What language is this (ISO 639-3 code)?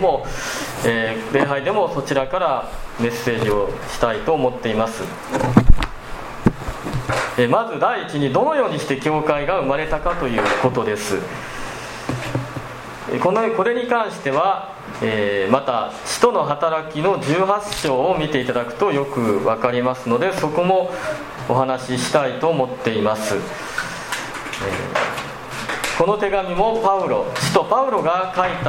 jpn